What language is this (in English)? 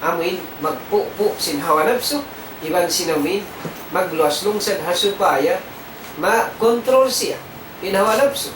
Tausug